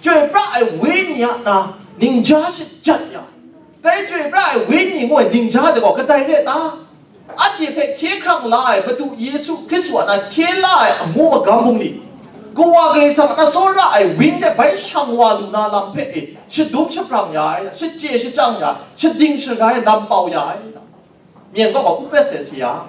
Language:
Kachin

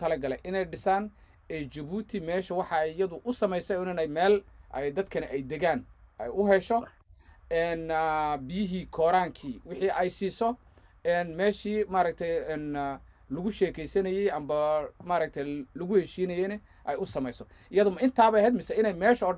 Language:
Somali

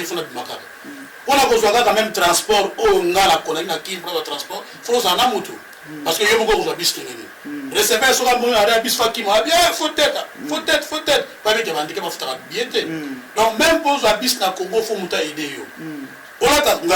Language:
Lingala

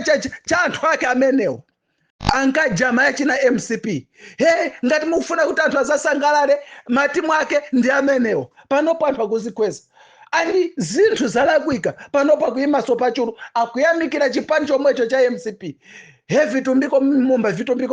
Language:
Nyanja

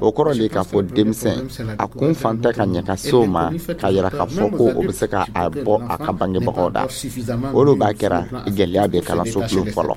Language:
Dyula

